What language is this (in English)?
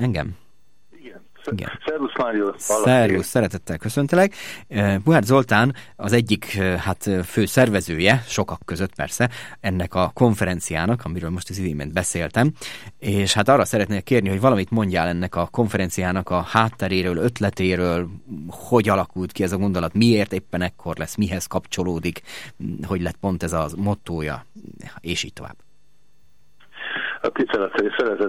Hungarian